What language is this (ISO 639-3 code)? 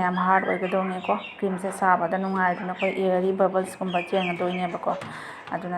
mni